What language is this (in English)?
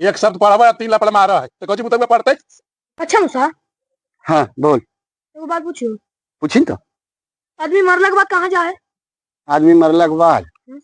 Magahi